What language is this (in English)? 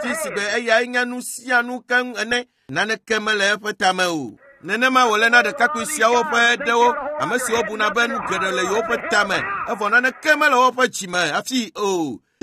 Ewe